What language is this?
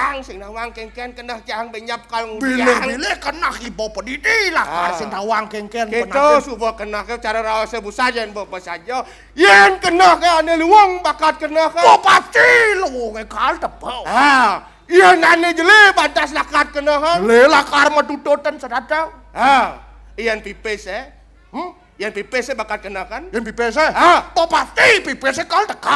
Balinese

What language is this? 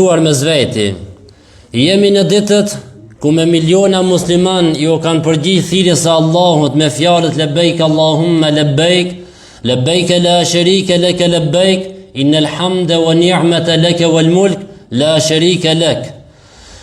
Albanian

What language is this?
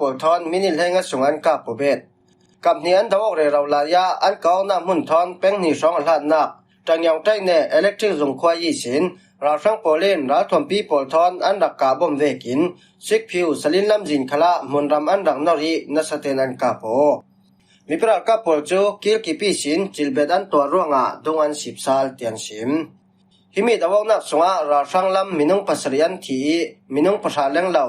Falam Chin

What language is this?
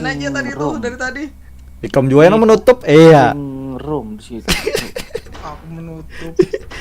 Banjar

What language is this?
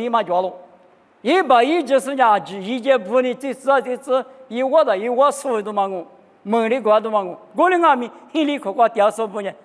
Lisu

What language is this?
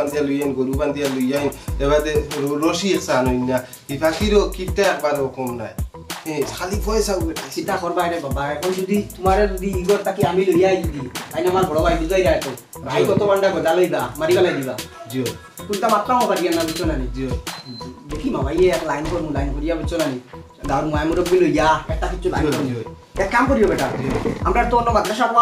Sylheti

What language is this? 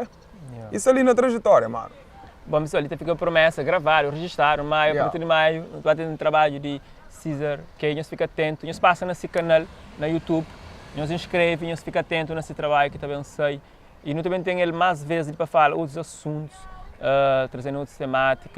Kabuverdianu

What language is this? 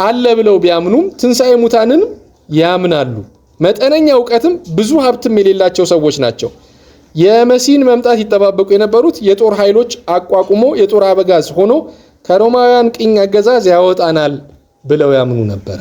Amharic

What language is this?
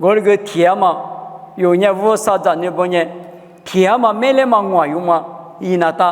Lisu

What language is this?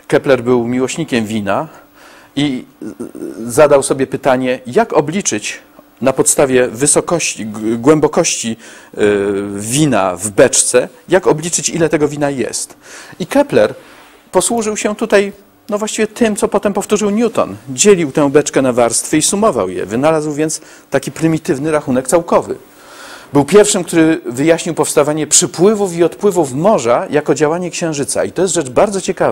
Polish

